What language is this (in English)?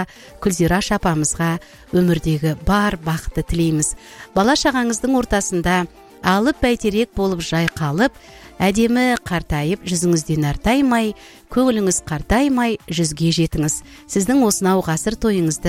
Kazakh